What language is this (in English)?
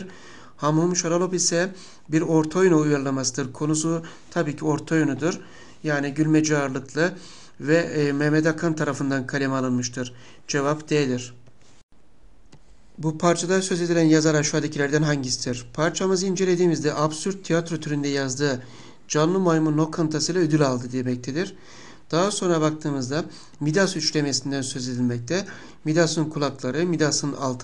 Turkish